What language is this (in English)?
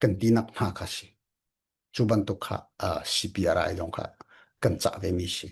Falam Chin